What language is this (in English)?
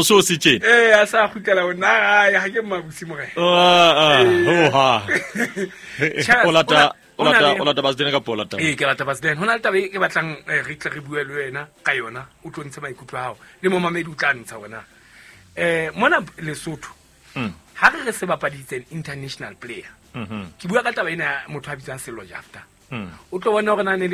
Southern Sotho